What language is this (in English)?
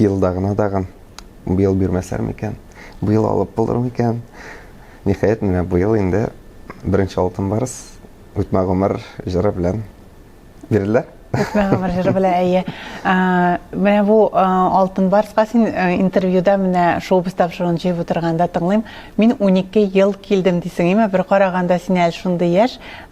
Tatar